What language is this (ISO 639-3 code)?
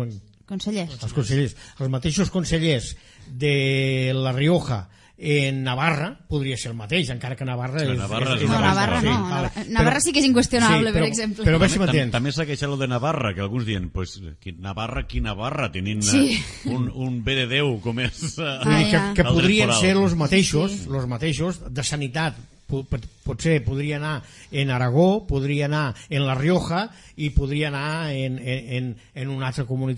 cat